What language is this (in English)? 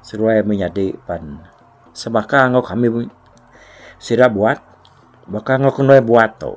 Iban